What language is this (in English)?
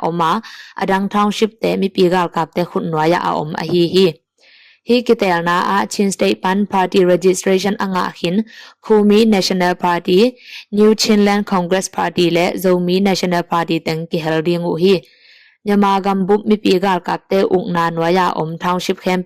Tedim Chin